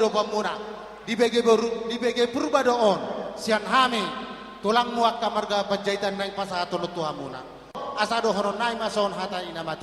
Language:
Batak Toba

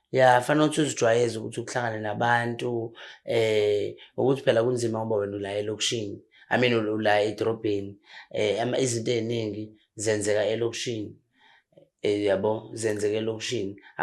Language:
Zulu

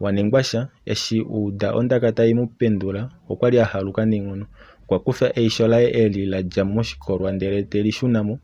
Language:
Kuanyama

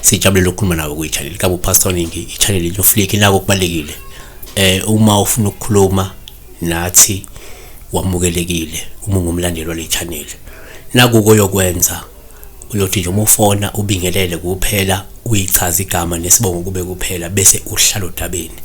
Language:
Zulu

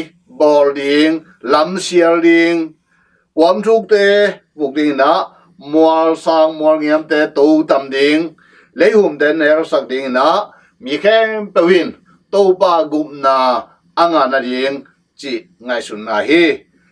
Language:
Tedim Chin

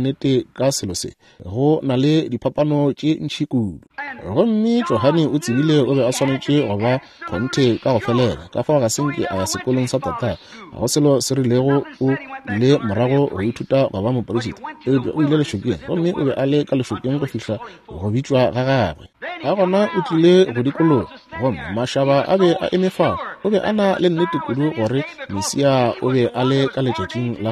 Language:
Northern Sotho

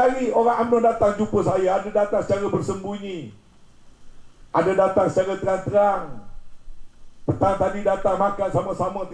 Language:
Malay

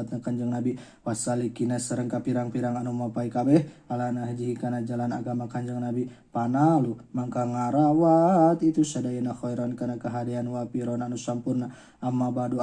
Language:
Sundanese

